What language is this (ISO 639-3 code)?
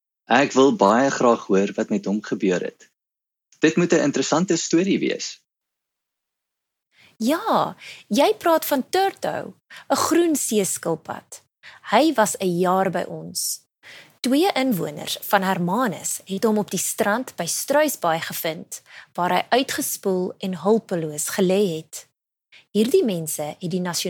afr